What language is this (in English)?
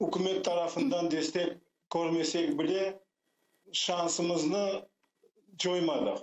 Crimean Tatar